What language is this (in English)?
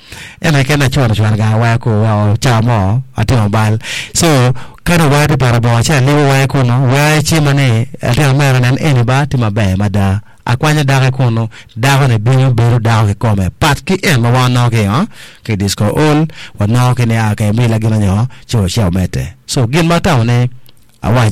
Acoli